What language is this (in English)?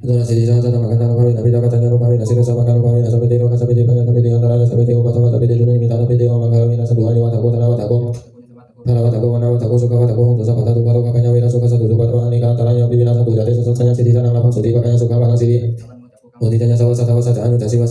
Pali